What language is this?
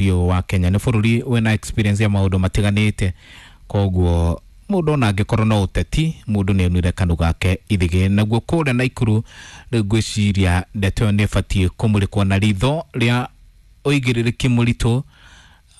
Kikuyu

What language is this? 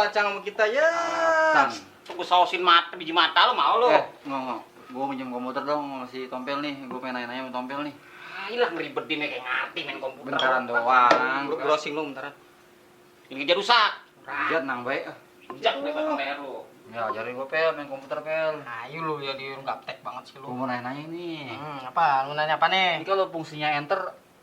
Betawi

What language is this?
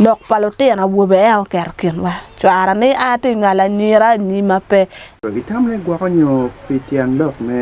Acoli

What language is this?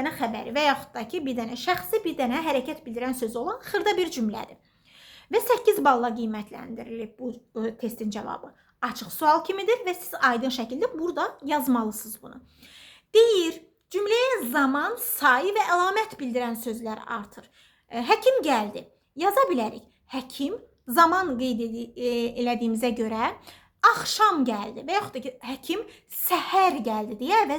Azerbaijani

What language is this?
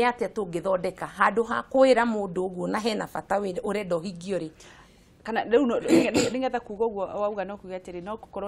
Kikuyu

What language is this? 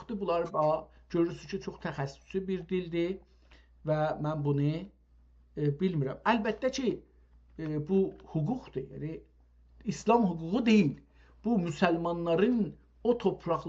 South Azerbaijani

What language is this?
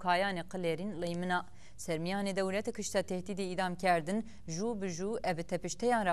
Zaza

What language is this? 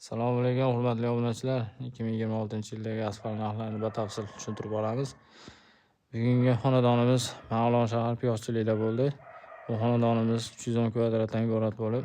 Uzbek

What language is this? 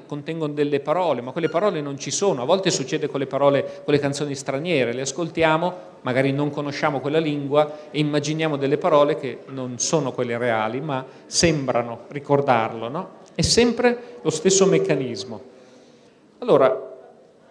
Italian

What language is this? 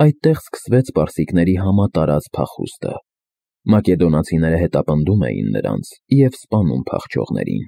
Armenian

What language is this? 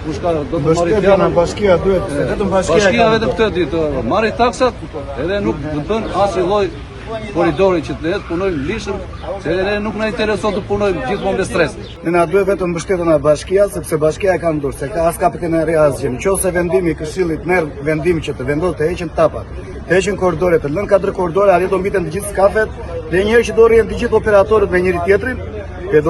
Albanian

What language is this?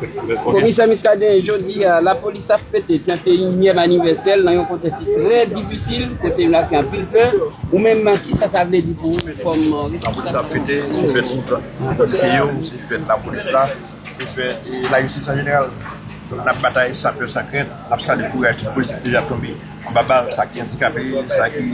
Haitian Creole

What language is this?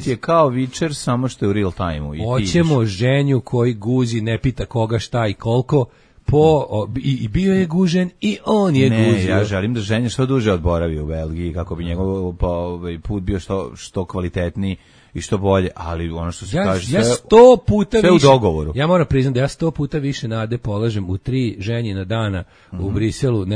Serbian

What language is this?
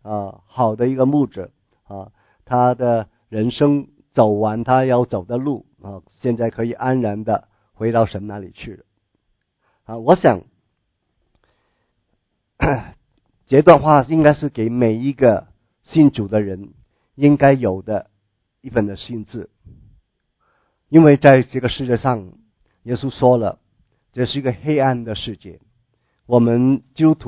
Chinese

